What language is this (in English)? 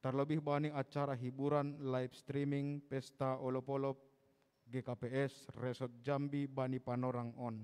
Batak Simalungun